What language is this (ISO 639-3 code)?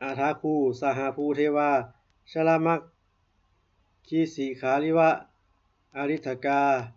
pli